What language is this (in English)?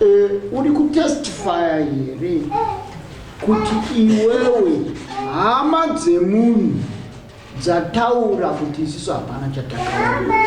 Shona